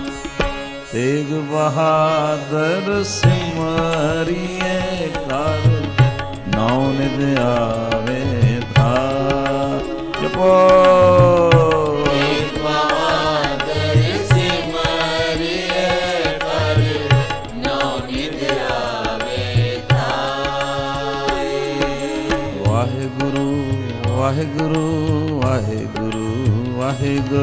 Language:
Punjabi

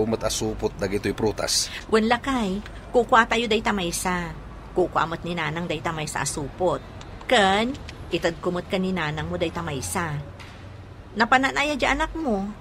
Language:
Iloko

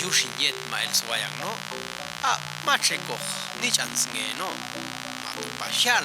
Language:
Popti'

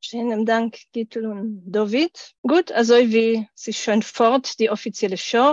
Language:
Yiddish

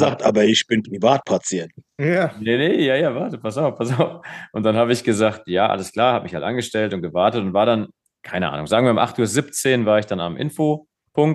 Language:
German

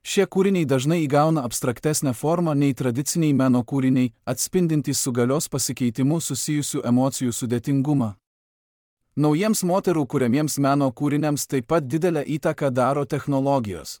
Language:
Lithuanian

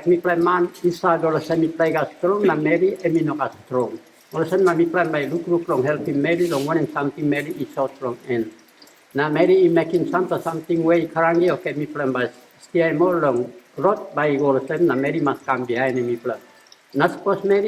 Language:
Tok Pisin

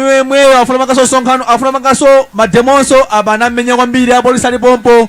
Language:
Nyanja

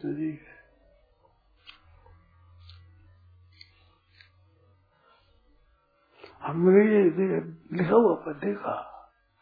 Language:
Hindi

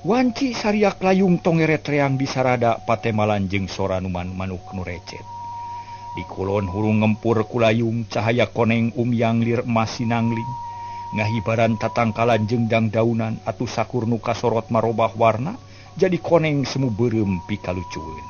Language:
Sundanese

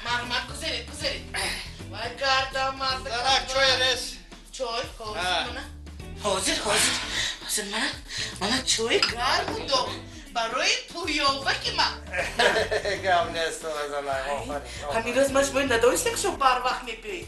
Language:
Tajik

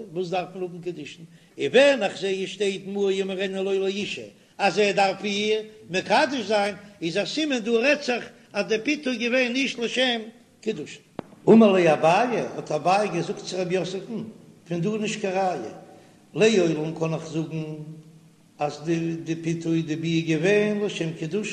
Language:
Yiddish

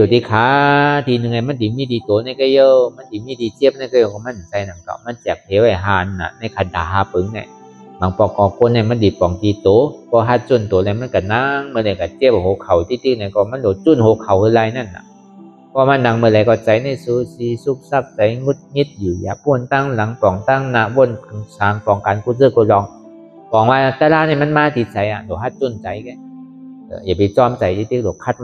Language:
Shan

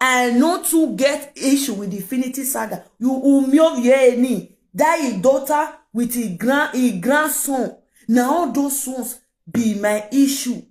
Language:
Nigerian Pidgin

